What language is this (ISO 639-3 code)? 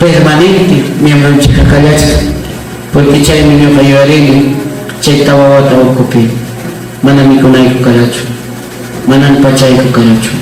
quy